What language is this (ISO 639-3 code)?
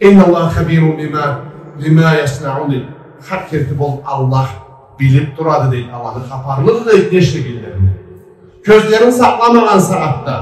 krc